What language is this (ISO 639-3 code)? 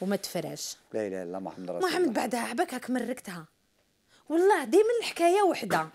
arq